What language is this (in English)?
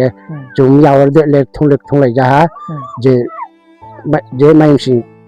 Riang (India)